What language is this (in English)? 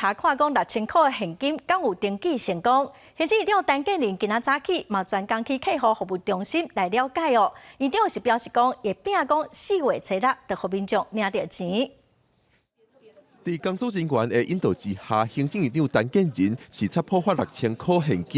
Min Nan Chinese